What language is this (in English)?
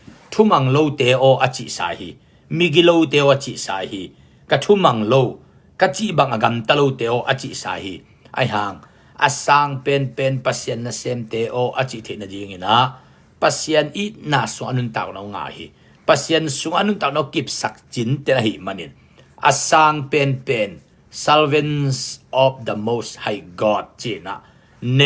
Tedim Chin